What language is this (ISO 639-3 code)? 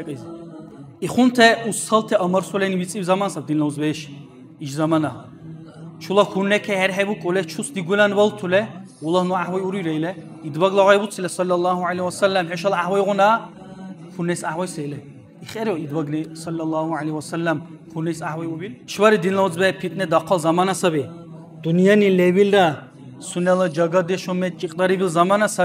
dar